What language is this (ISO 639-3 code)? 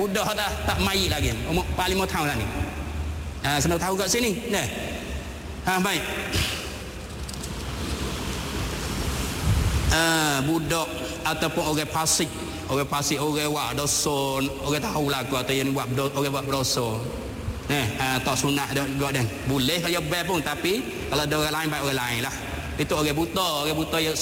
msa